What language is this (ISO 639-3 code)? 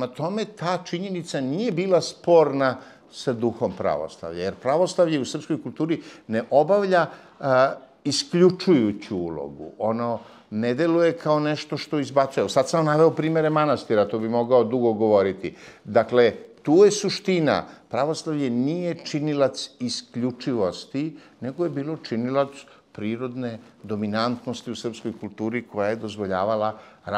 srp